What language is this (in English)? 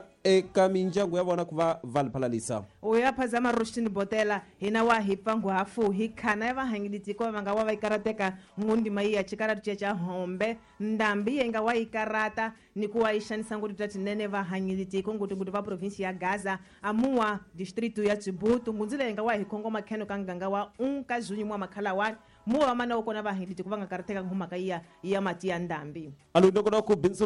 Tsonga